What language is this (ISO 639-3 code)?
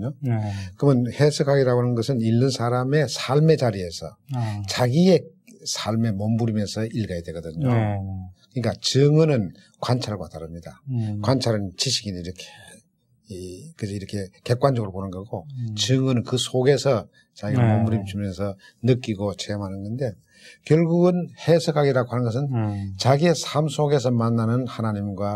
kor